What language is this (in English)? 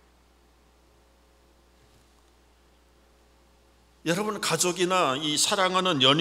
Korean